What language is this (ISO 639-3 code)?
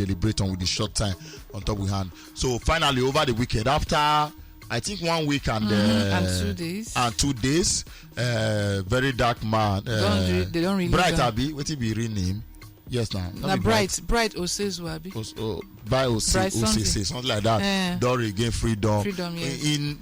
pcm